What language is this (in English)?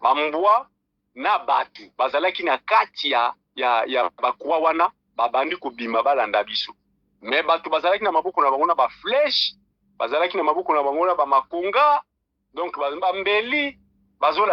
Lingala